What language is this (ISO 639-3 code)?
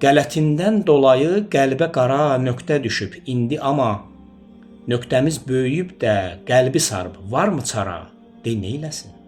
aze